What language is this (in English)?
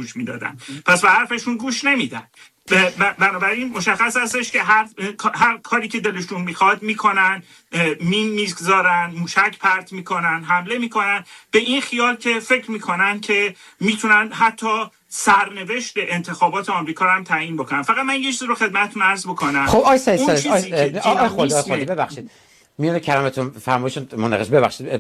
Persian